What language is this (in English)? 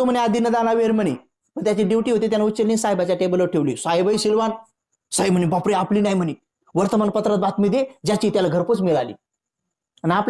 Marathi